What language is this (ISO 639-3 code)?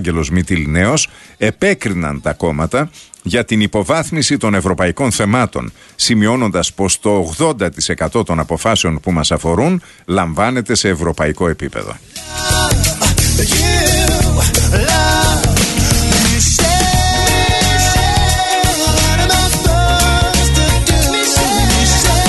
ell